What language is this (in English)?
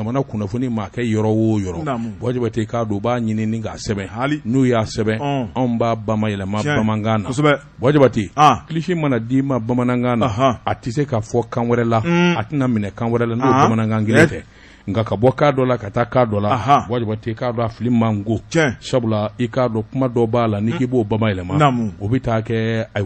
Bambara